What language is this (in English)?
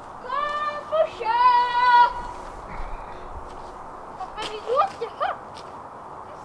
Swedish